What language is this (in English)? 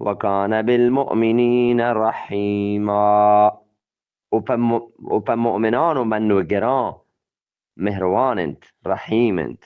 Eastern Balochi